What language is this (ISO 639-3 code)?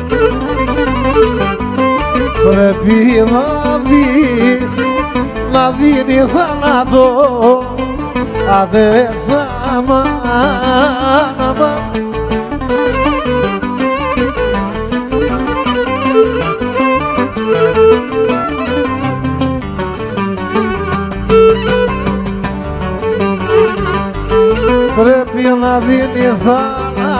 ell